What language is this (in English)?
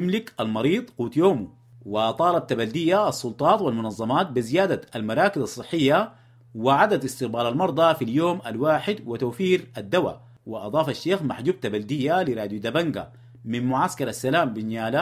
Sudanese Arabic